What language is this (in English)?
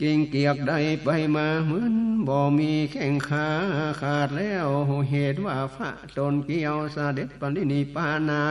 Northern Thai